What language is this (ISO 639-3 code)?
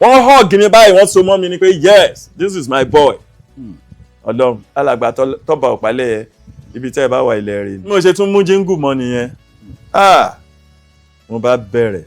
yor